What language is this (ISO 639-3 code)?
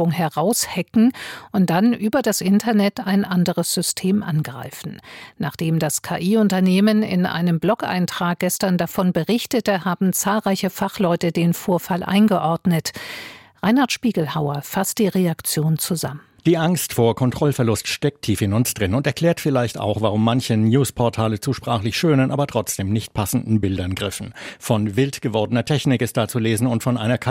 deu